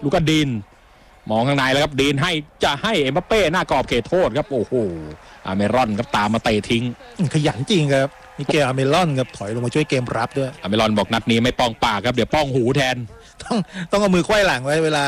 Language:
Thai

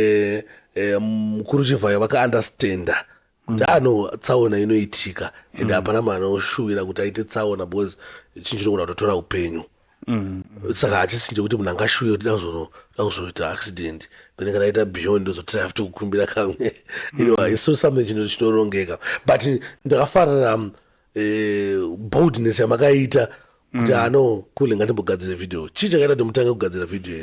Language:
Shona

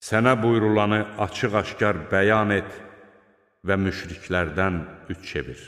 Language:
Azerbaijani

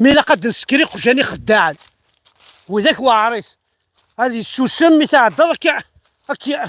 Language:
Kabyle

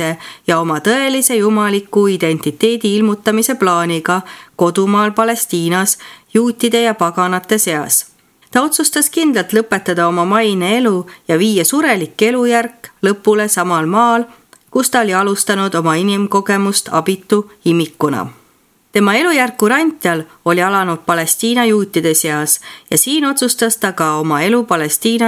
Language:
Estonian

